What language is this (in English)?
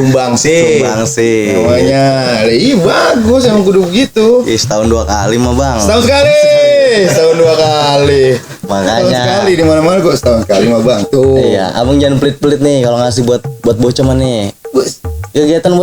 Betawi